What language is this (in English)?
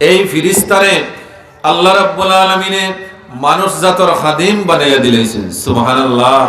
Sylheti